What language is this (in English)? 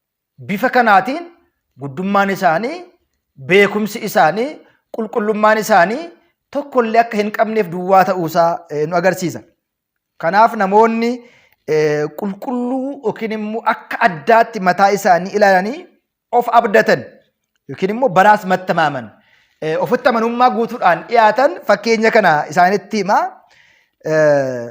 Oromo